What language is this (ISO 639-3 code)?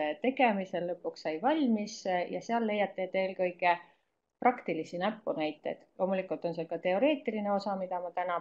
est